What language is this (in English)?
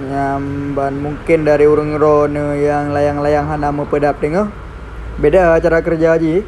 Achinese